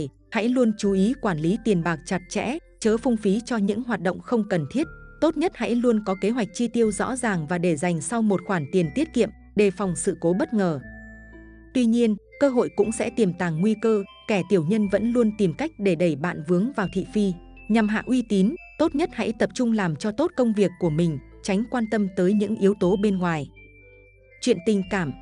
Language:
Vietnamese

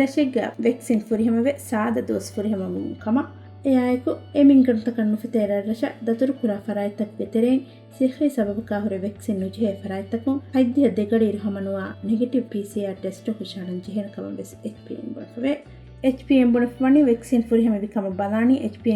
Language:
Divehi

